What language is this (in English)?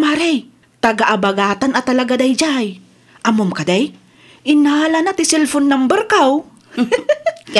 Iloko